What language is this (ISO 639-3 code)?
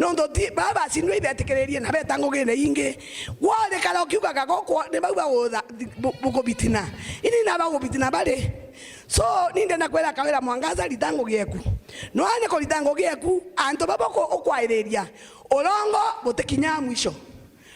mer